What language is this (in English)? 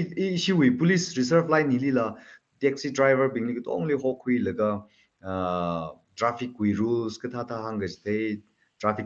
Tangkhul Naga (India)